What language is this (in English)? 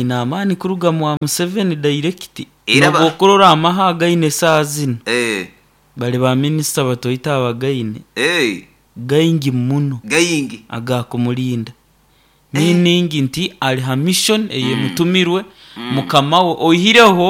Nyoro